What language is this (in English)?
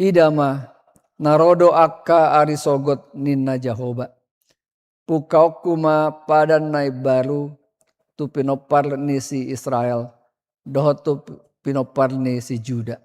Batak Toba